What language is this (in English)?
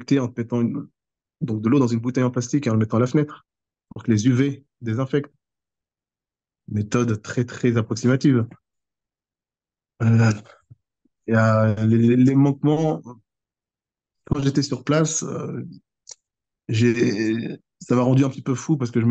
French